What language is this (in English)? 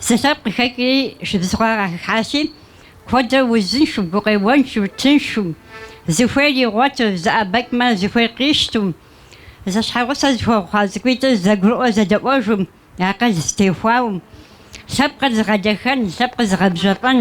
Kabardian